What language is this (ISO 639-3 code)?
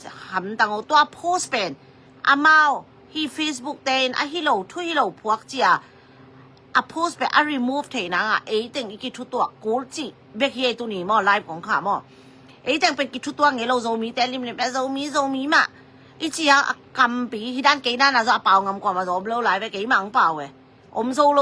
ctd